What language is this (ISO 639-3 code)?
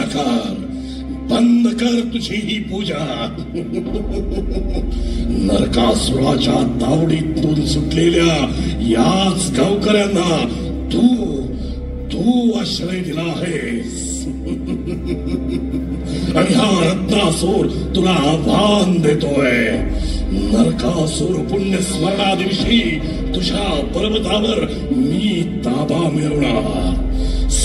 mar